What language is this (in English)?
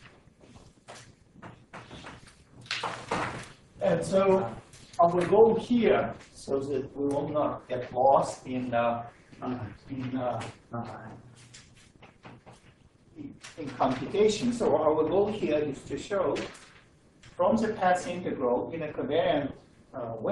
English